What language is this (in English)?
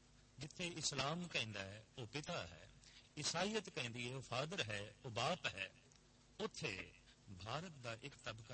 Punjabi